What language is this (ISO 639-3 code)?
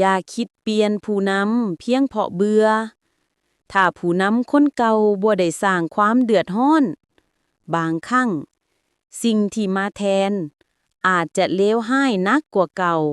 lao